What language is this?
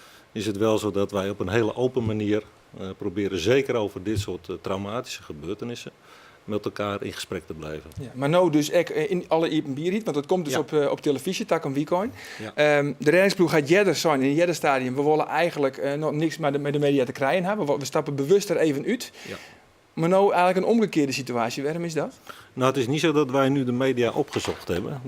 Western Frisian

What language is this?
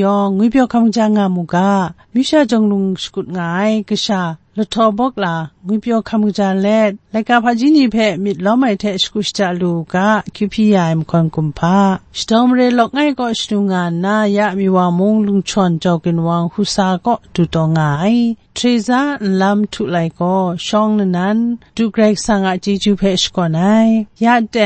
Kachin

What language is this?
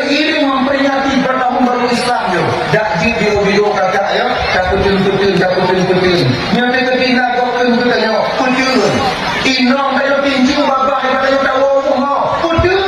Achinese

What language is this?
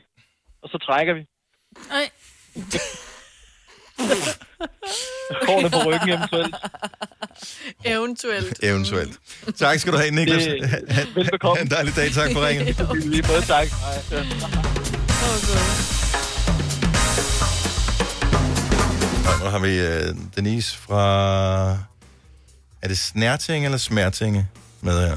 Danish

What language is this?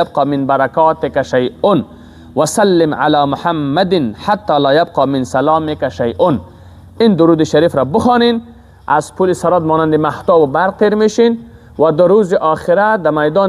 Persian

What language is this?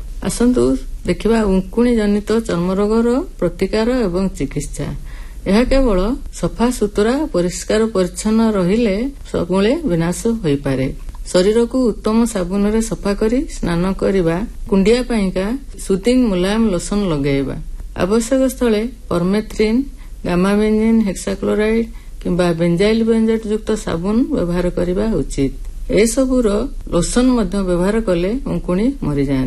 Odia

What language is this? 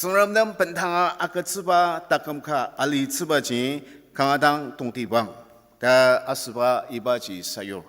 Ao Naga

